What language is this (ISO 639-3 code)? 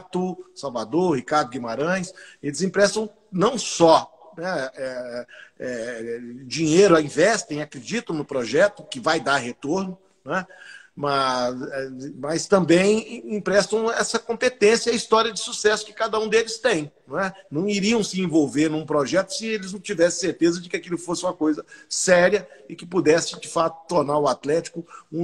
por